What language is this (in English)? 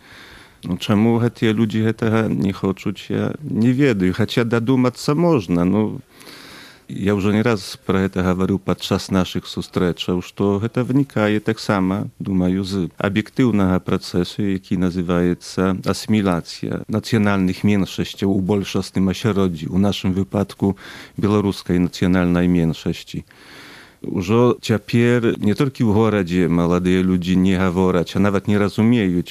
Belarusian